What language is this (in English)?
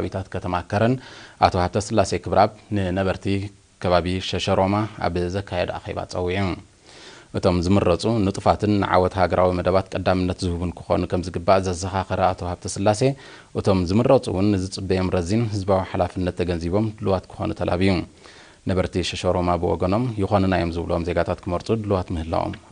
Tigrinya